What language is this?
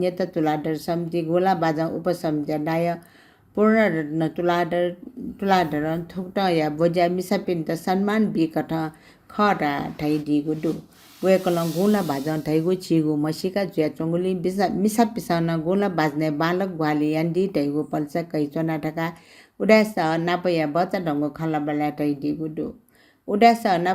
Newari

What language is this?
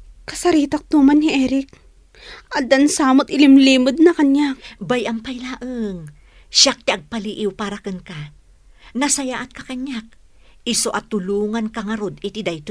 Iloko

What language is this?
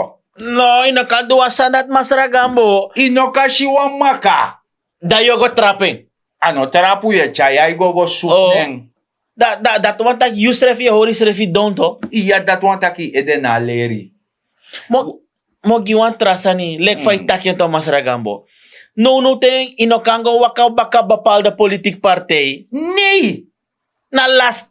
Sranan Tongo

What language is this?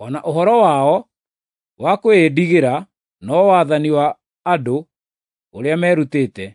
Kikuyu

